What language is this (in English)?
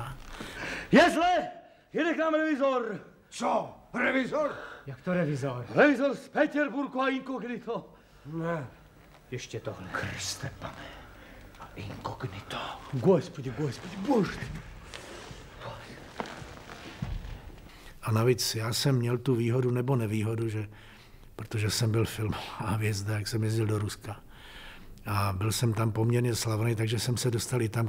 Czech